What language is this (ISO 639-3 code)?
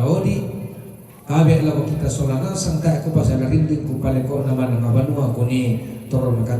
sda